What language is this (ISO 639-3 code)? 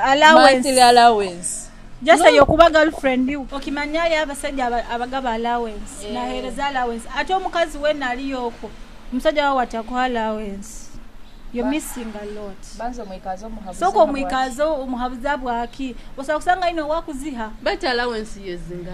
nyo